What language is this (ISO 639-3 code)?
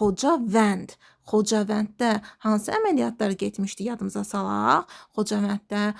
aze